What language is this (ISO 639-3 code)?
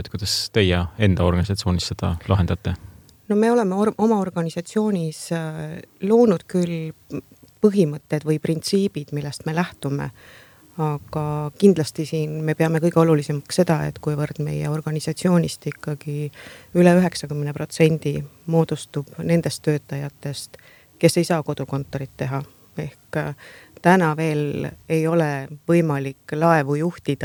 est